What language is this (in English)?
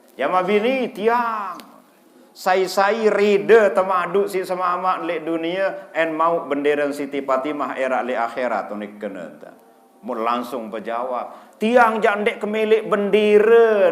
Sasak